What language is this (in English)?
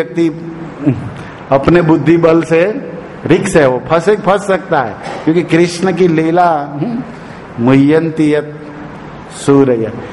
Hindi